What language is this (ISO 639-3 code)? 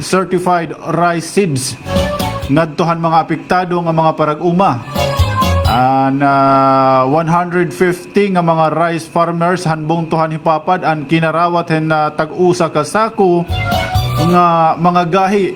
war